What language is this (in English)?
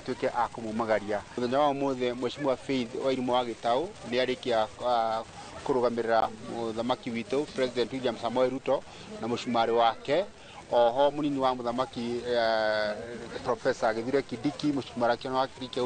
Kikuyu